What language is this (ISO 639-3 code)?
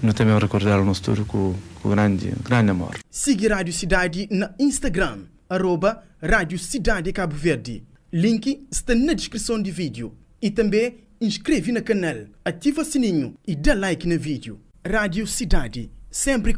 kea